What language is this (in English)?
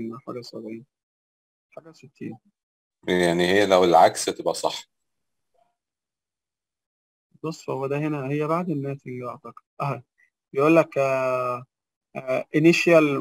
Egyptian Arabic